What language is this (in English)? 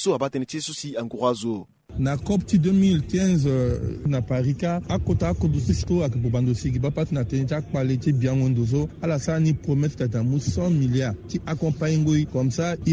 Sango